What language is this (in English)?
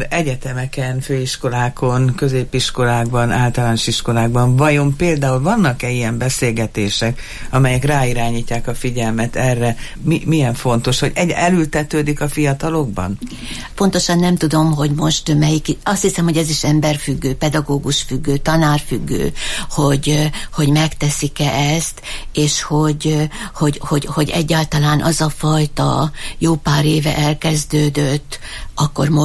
Hungarian